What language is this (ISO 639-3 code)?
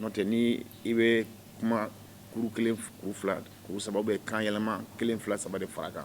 bam